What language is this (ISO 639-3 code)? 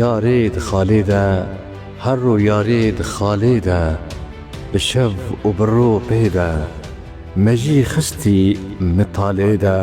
kur